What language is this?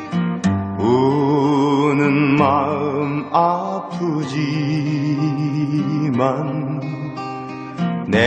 Korean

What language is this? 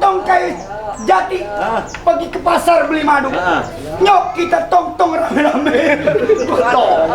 Betawi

